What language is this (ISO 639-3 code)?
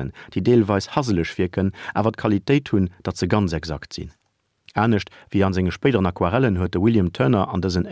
ltz